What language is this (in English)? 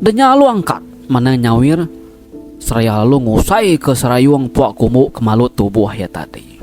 Iban